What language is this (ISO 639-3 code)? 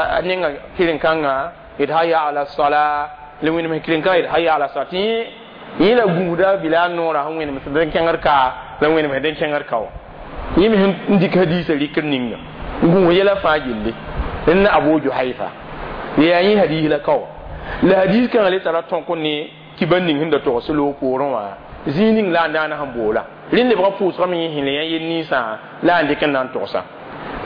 mos